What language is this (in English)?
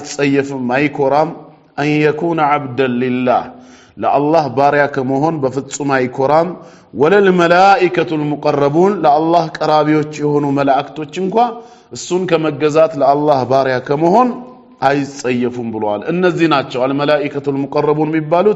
Amharic